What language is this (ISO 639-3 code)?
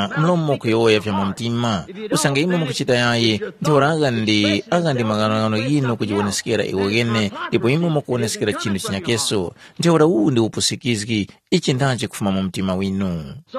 tum